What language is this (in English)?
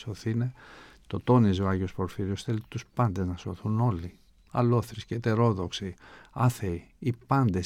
Greek